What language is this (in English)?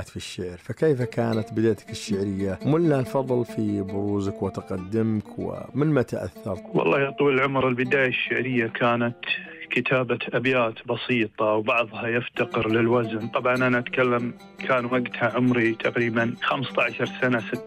Najdi Arabic